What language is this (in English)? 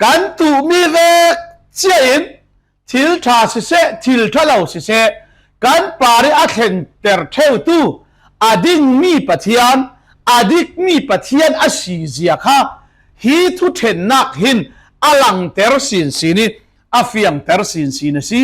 Falam Chin